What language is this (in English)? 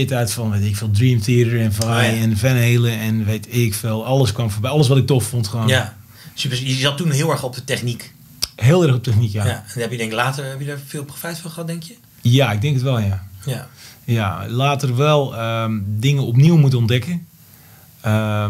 Dutch